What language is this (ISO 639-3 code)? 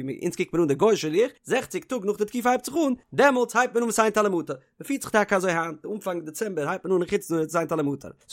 yid